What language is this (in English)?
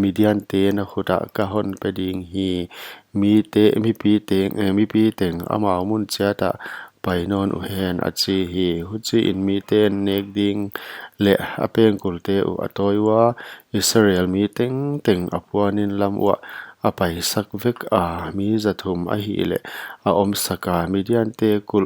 Paite Chin